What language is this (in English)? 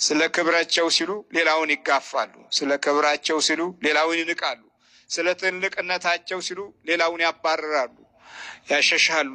Amharic